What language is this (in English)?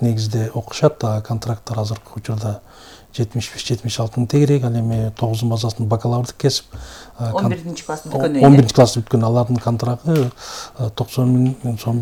Kyrgyz